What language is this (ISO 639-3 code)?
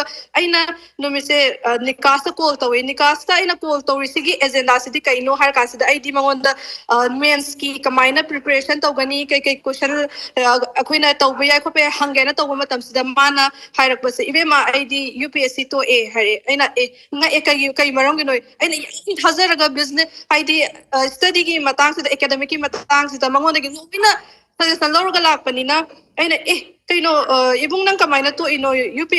mni